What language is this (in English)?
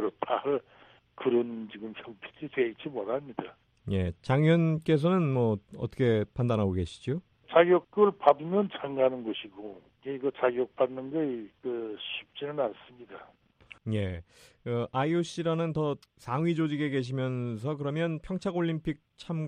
Korean